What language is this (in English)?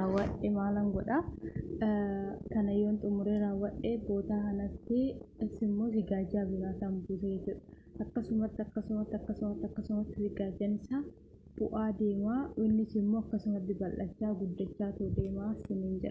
Oromo